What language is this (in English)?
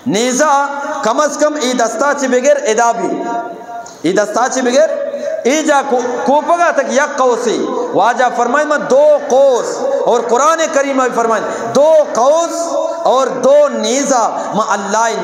Eastern Balochi